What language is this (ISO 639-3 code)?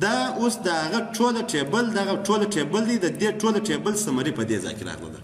pus